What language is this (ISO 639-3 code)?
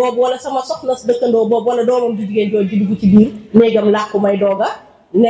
wol